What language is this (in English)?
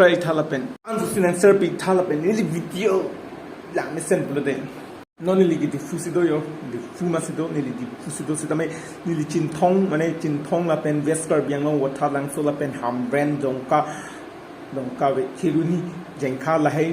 Karbi